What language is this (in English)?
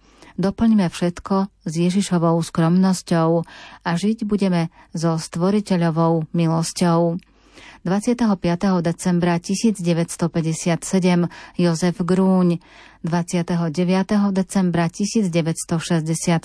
Slovak